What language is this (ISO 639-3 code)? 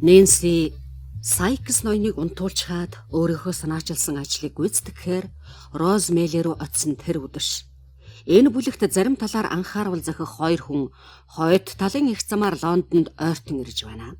mon